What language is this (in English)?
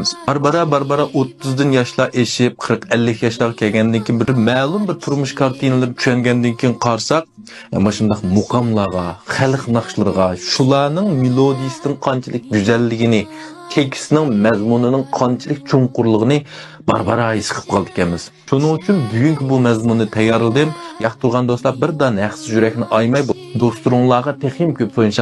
Uyghur